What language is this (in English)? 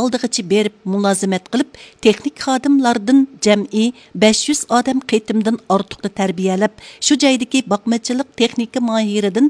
Uyghur